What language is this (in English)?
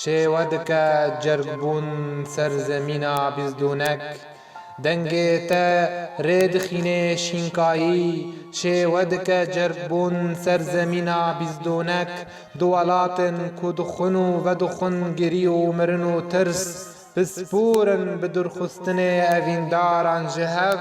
Kurdish